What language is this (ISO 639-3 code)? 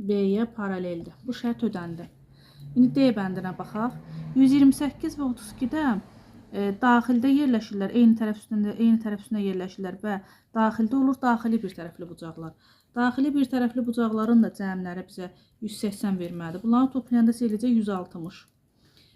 aze